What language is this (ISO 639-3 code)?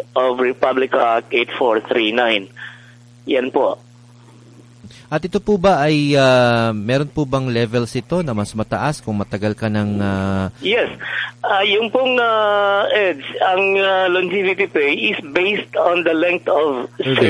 fil